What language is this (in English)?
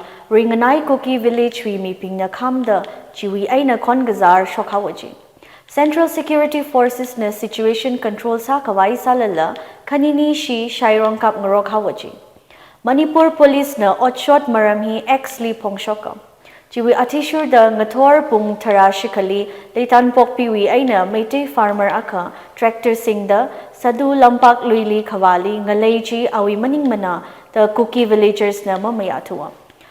Tangkhul Naga (India)